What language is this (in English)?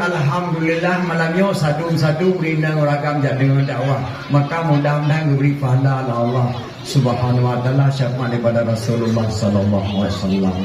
Achinese